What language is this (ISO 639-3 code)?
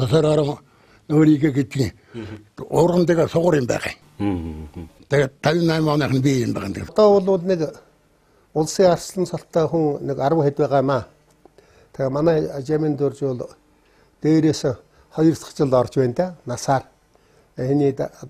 mon